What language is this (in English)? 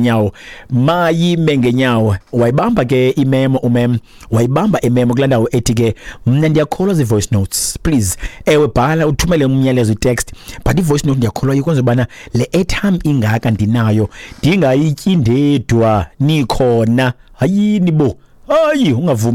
Xhosa